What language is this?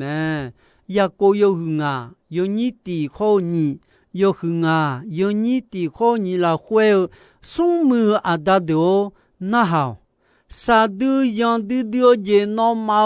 Akha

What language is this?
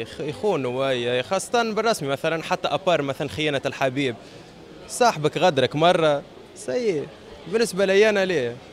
Tunisian Arabic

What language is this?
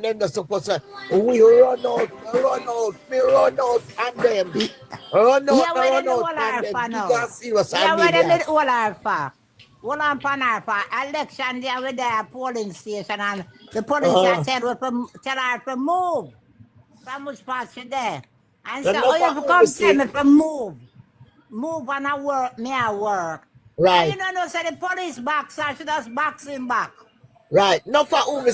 Jamaican Creole English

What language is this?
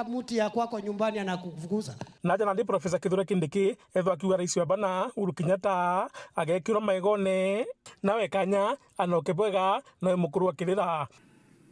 Meru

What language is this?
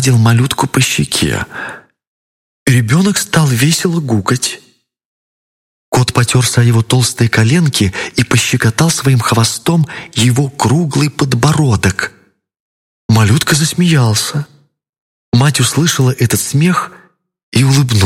Russian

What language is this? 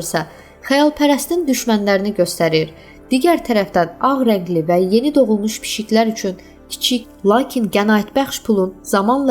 Azerbaijani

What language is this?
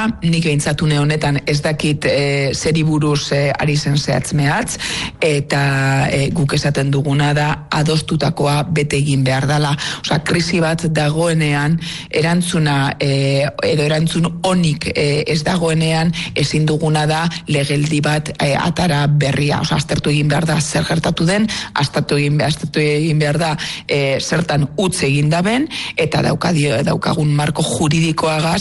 Basque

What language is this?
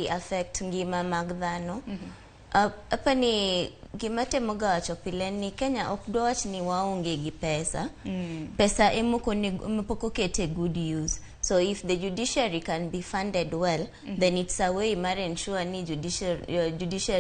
Luo (Kenya and Tanzania)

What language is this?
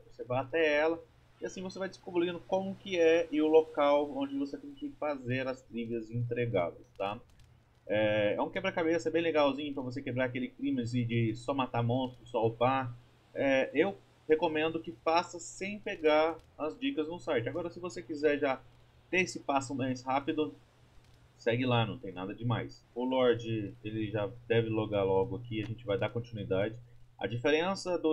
Portuguese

